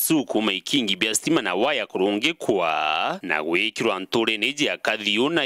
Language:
Meru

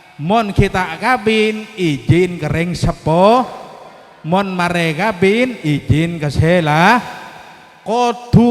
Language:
Madurese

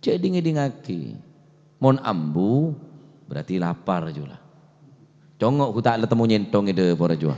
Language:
Madurese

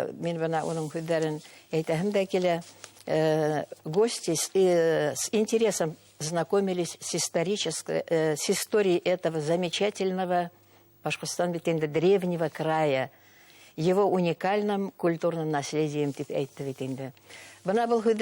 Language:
Bashkir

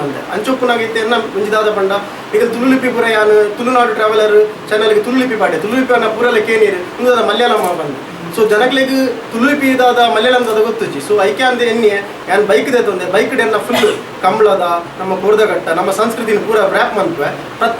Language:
Tulu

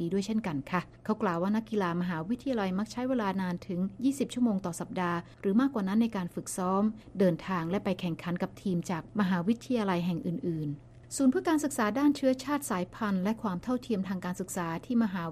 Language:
Thai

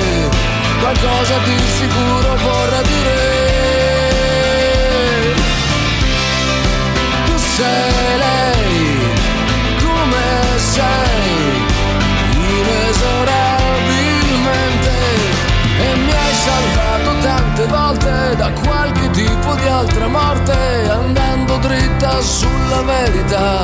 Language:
Italian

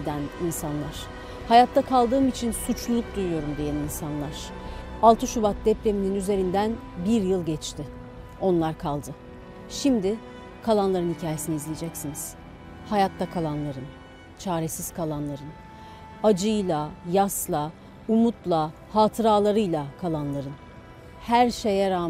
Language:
Turkish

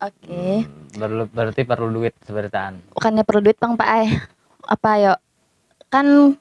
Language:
Banjar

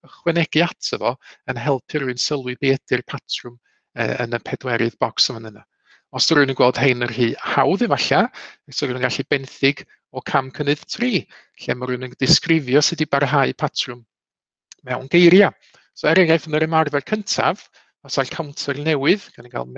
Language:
Welsh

